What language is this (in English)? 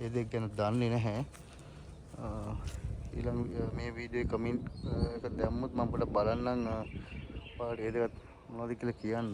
Sinhala